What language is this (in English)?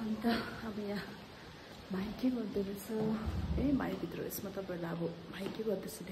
Nepali